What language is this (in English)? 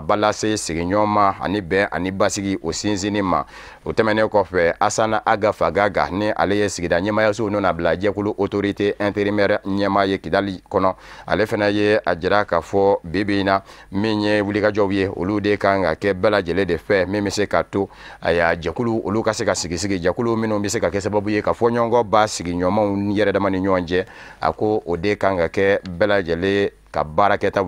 Bambara